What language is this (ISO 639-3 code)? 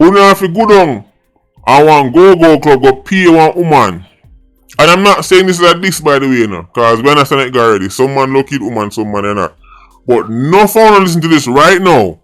jam